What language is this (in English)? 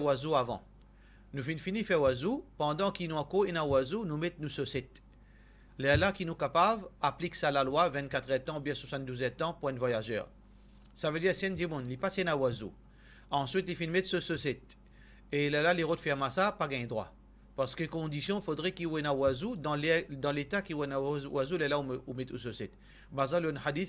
Morisyen